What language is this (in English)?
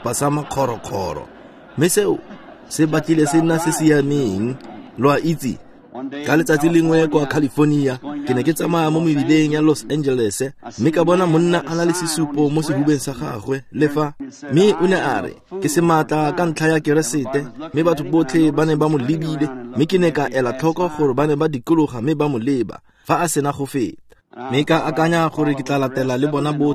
Tswana